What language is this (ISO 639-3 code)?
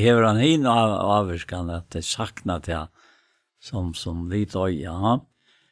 fao